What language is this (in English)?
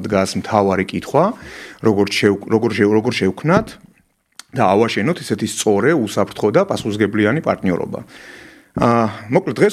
Georgian